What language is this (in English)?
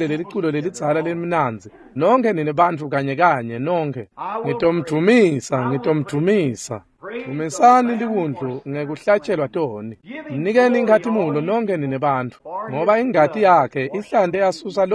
Swati